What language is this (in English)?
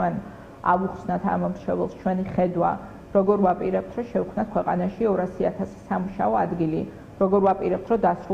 Georgian